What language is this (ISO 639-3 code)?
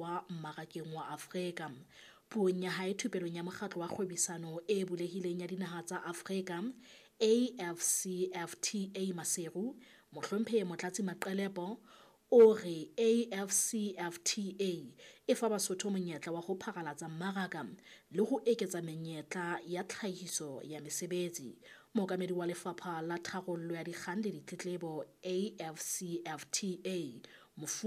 sot